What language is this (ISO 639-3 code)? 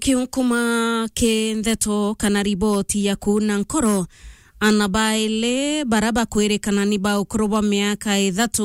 mer